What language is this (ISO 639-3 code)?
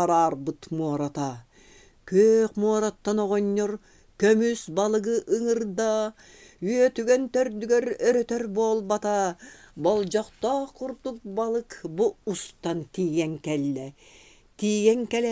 sah